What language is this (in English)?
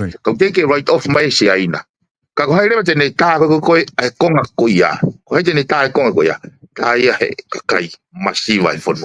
Tongan